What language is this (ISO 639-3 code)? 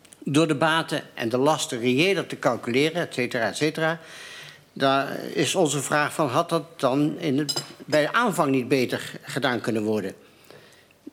nld